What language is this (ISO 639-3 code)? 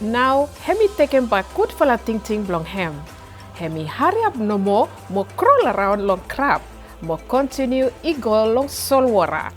bis